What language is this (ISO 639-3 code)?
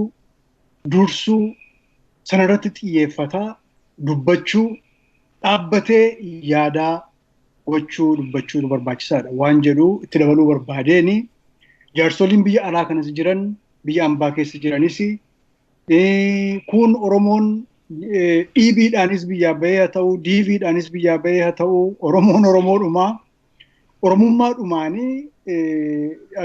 orm